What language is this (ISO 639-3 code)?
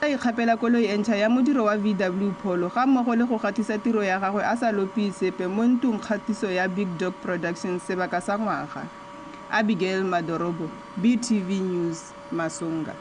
tsn